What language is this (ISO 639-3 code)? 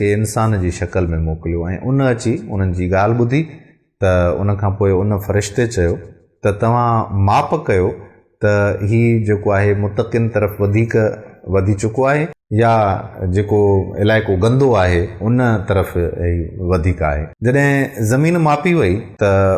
snd